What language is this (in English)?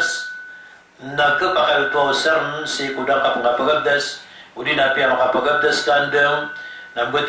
Maranao